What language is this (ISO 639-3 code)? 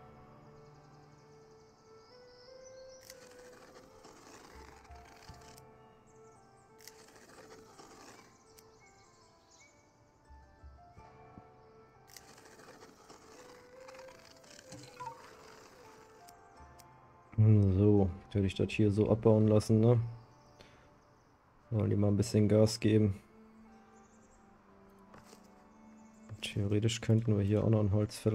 deu